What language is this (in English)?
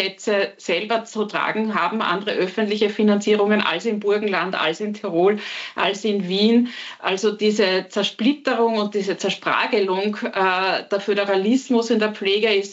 German